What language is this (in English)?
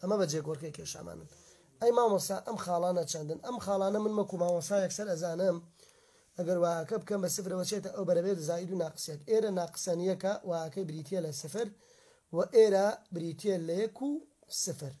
Central Kurdish